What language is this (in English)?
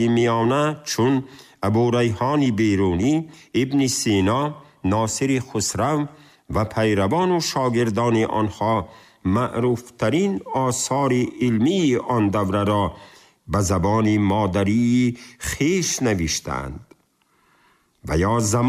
Tajik